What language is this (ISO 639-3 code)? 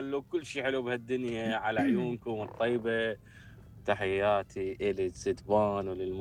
acm